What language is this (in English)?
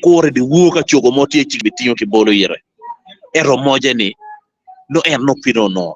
Acoli